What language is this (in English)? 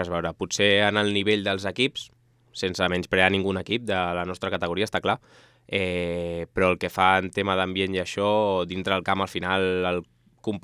Catalan